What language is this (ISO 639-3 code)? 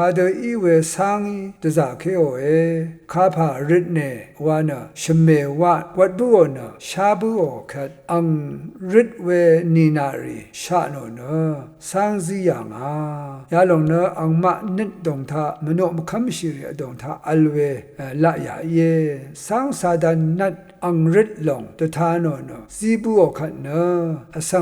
raw